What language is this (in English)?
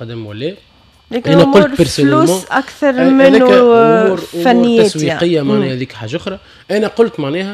Tunisian Arabic